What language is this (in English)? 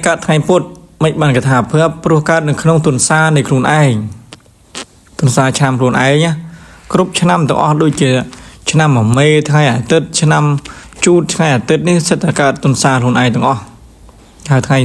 Khmer